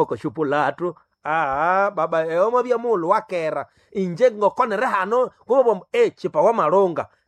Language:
Nande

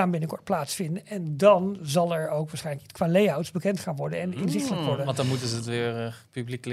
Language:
Dutch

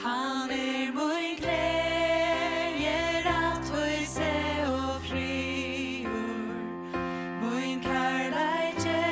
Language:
Faroese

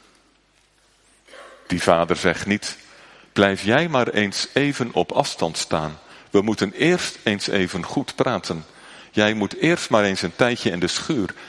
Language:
Dutch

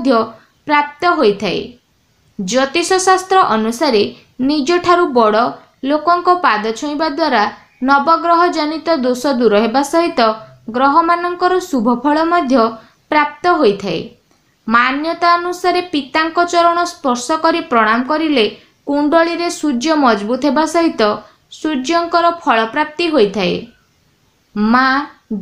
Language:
Odia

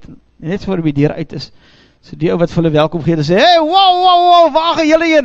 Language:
Afrikaans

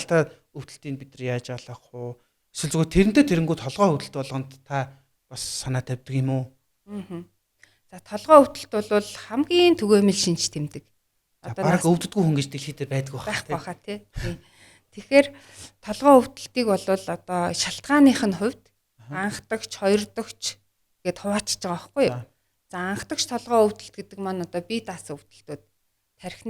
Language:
Mongolian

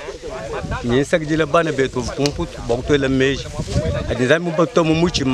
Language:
Luba-Lulua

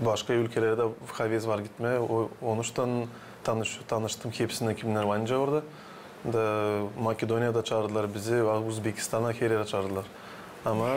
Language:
Gagauz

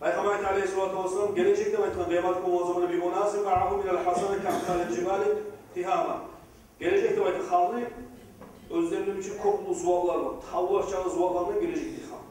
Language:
Kumyk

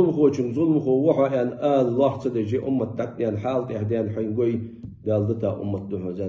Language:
Ingush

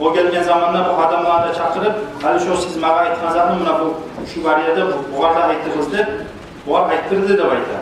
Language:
Kumyk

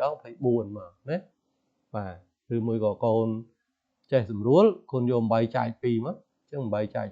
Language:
Khmer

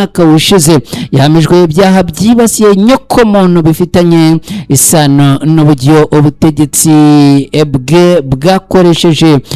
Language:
Kinyarwanda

